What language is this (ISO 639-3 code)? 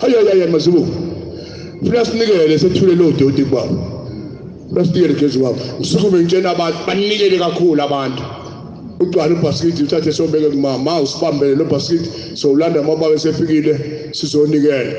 zul